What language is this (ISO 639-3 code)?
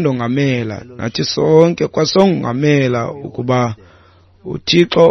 xho